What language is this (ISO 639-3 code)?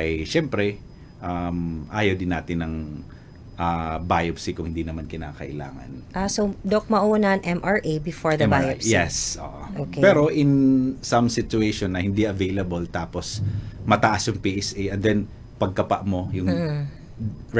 fil